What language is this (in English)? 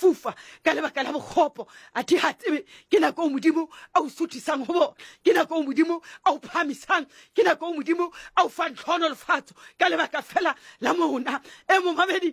Southern Sotho